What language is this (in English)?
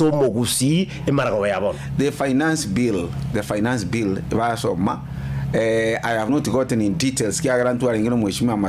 Gusii